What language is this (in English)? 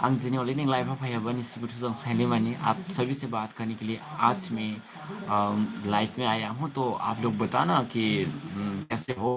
Dimasa